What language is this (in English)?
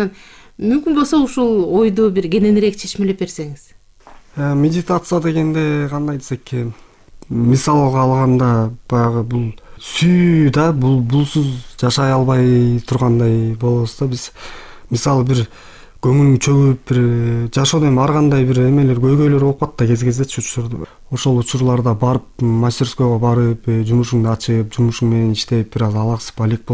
Kyrgyz